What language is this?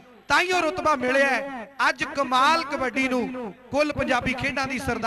Punjabi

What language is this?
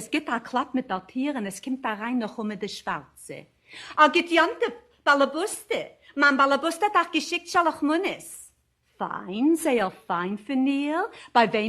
Yiddish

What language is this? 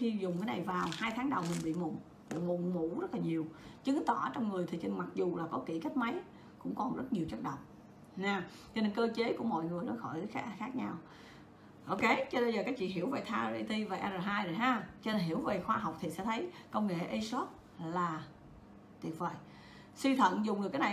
Vietnamese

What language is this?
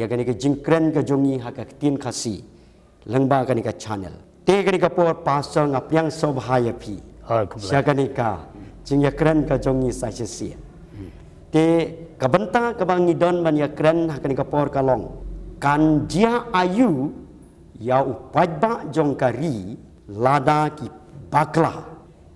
Khasi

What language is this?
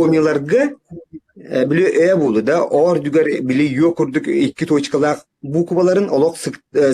Yakut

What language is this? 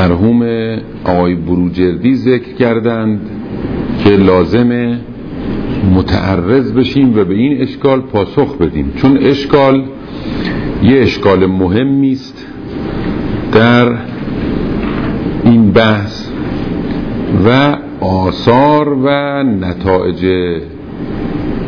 Persian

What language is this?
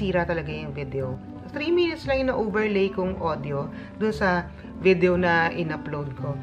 Filipino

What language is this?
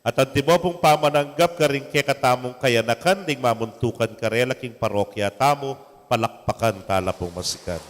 Pampanga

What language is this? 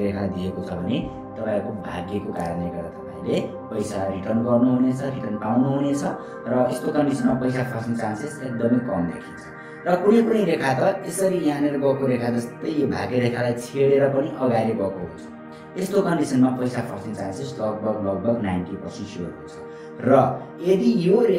Nepali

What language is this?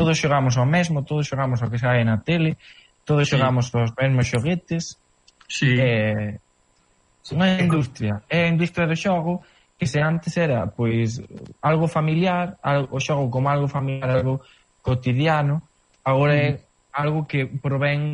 Galician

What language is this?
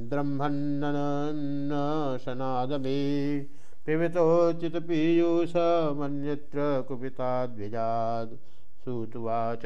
Sanskrit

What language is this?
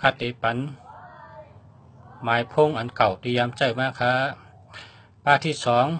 Shan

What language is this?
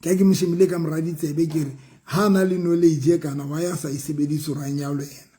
Southern Sotho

